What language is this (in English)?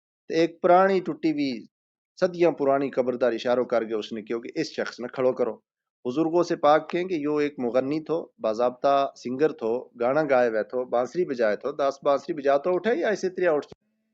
Gujari